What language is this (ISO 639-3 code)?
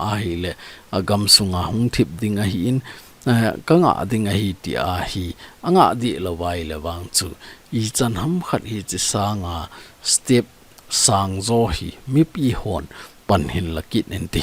tcz